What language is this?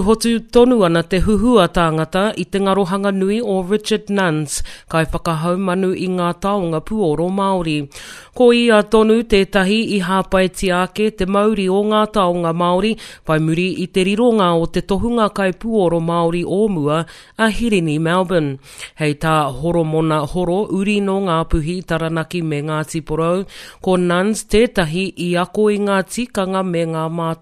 Māori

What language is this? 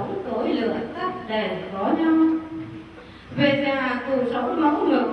Vietnamese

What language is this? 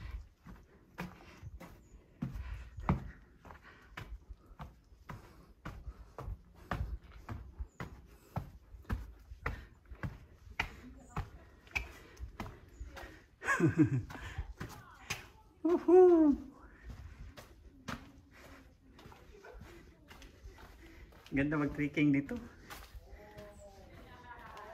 Filipino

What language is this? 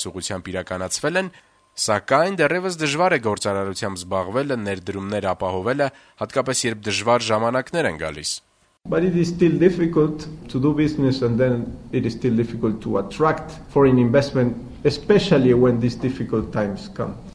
Armenian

